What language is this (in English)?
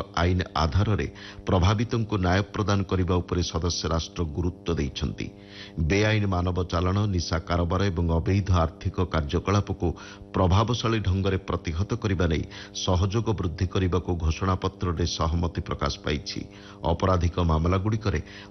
Odia